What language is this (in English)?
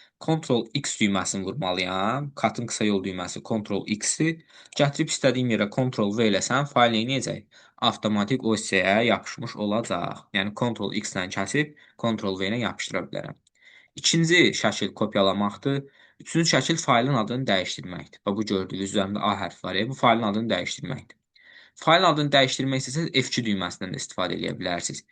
Azerbaijani